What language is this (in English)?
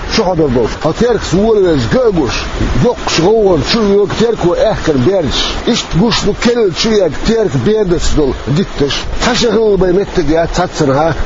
Chechen